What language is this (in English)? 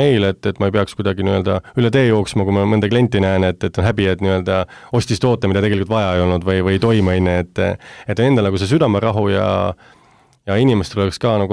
Estonian